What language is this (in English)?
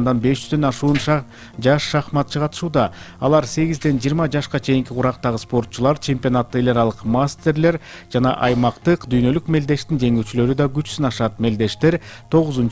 Kyrgyz